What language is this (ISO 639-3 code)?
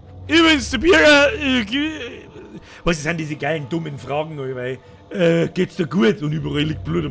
bar